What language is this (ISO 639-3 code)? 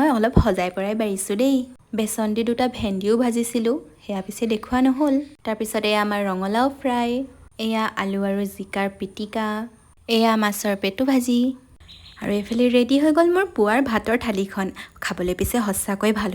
asm